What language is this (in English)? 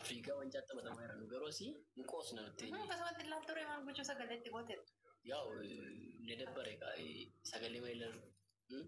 Oromo